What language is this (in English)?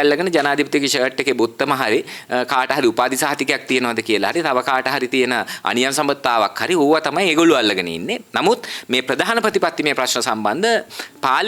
Sinhala